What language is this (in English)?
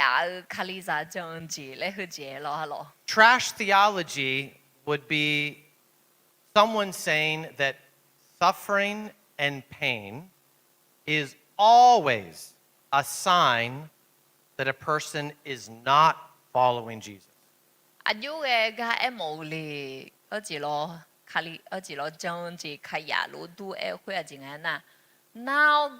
Akha